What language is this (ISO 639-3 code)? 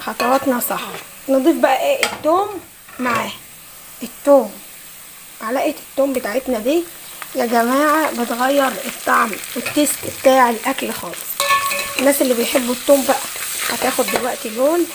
arz